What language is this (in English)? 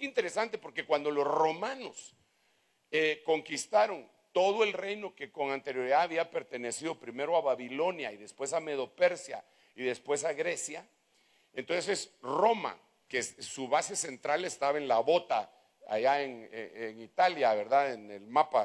Spanish